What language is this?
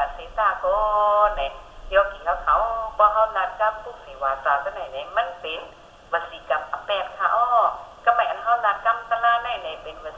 Shan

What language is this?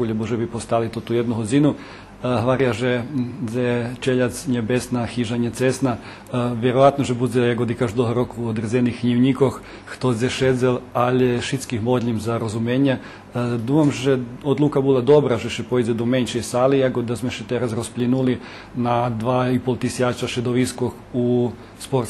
Rusyn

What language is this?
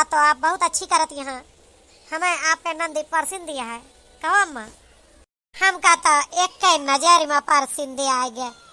Awadhi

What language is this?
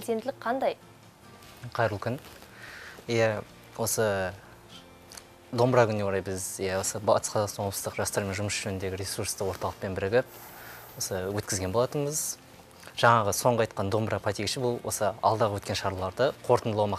Kazakh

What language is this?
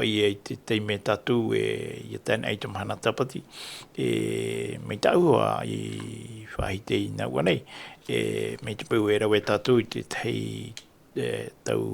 Tahitian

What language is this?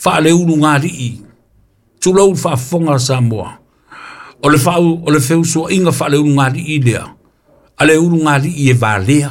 Samoan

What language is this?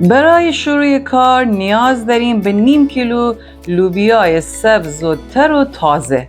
Gilaki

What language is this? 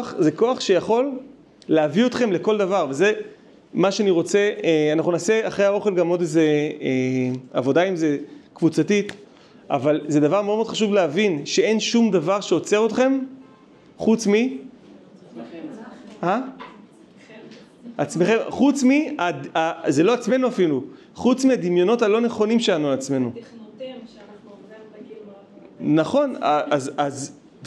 Hebrew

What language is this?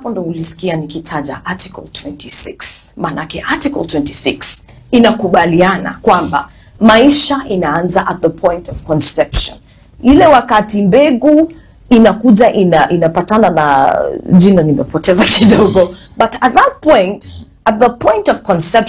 Swahili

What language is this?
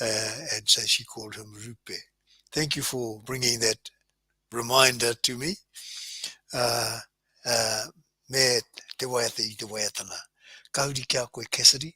Māori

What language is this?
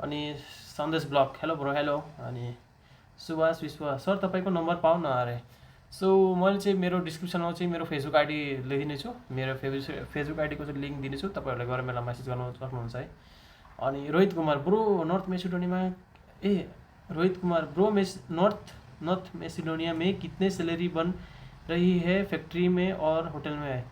Nepali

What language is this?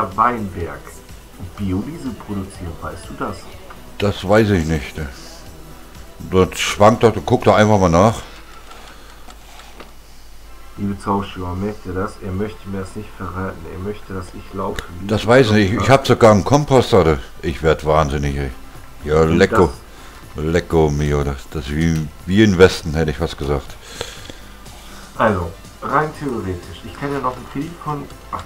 German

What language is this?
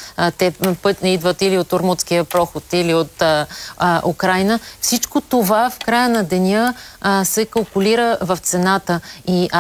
Bulgarian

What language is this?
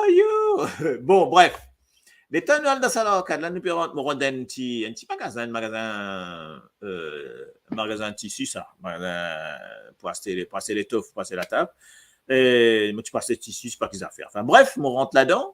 Morisyen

